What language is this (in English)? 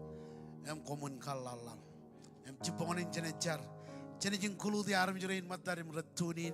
Marshallese